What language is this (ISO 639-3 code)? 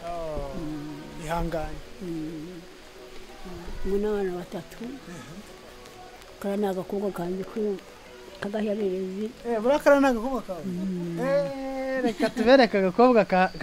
kin